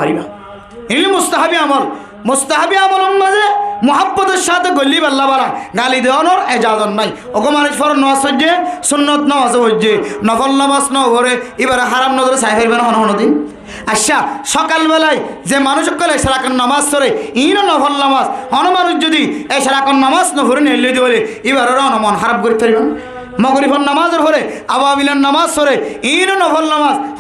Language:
Rohingya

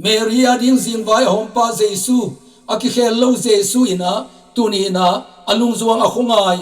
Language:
Tedim Chin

